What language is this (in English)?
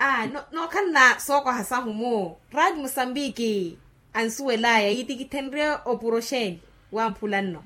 Makhuwa